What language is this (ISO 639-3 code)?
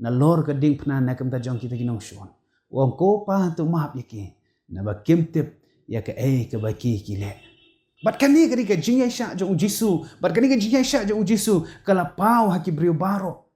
kha